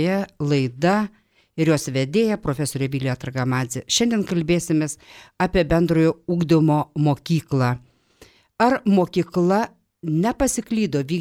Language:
Lithuanian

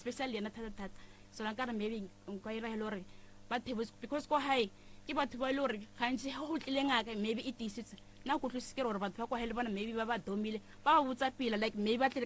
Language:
Northern Sotho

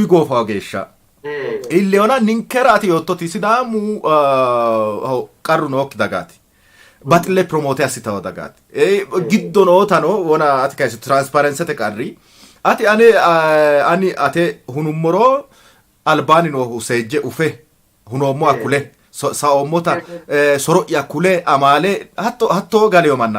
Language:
Sidamo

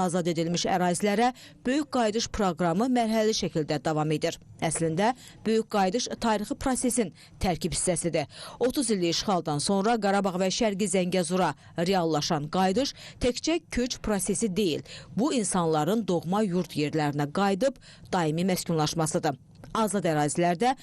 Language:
Azerbaijani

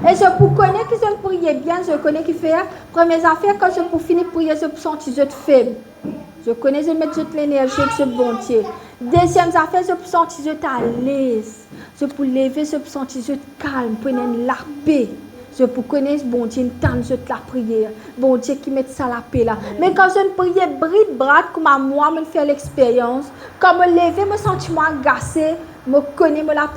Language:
Morisyen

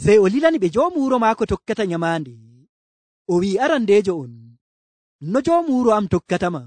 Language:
Nigerian Fulfulde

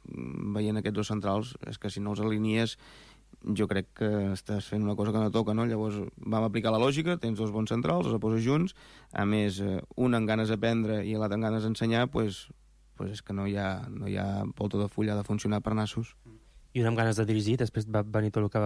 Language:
Catalan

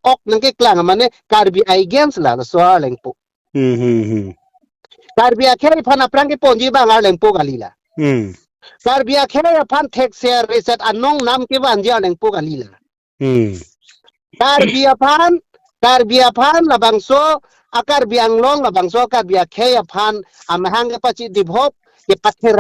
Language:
Karbi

